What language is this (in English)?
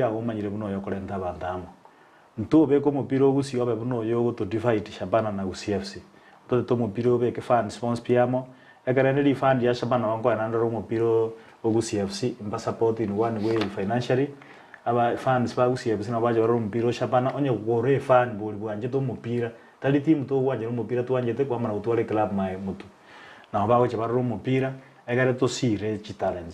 Gusii